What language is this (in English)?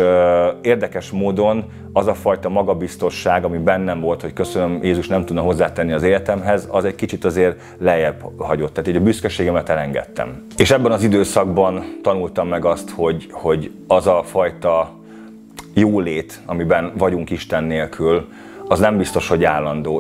Hungarian